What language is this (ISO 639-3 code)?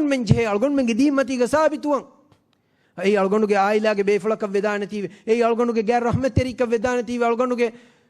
div